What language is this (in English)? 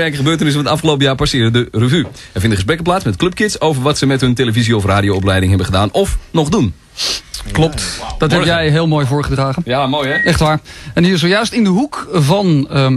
Dutch